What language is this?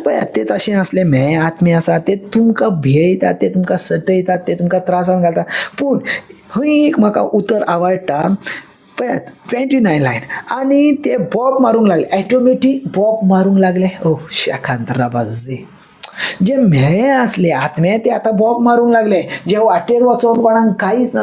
Konkani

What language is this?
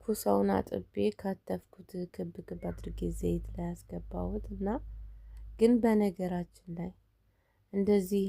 Amharic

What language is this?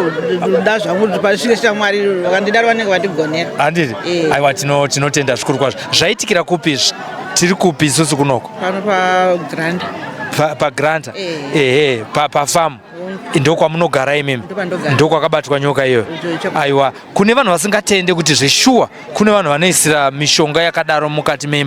Shona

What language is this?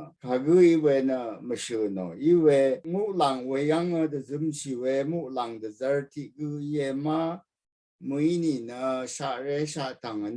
Rawang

